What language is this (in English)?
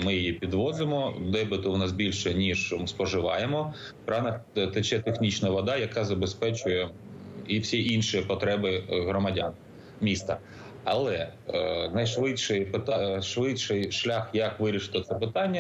Ukrainian